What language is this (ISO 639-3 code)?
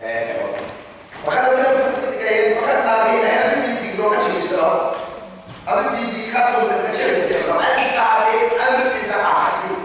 cnh